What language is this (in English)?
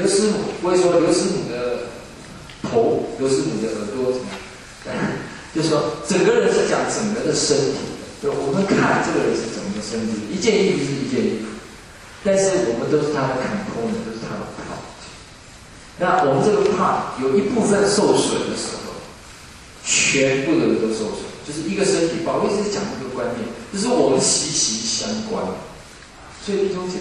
Chinese